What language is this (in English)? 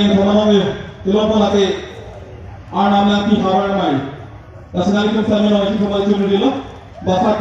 Karbi